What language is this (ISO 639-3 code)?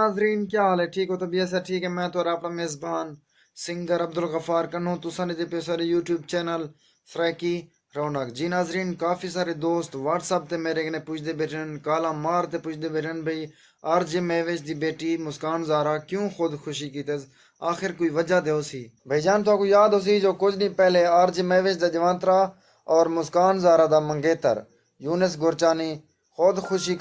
skr